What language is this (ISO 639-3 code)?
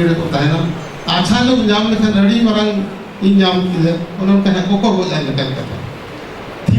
sat